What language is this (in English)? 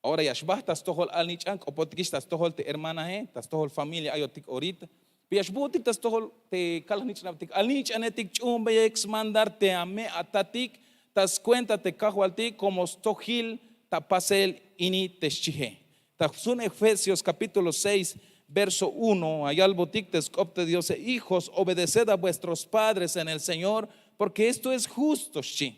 Tzeltal